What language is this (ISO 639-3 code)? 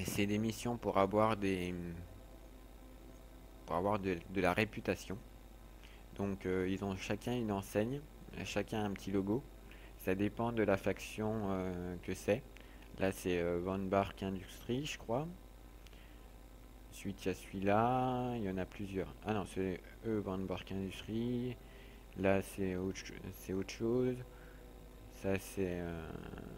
fra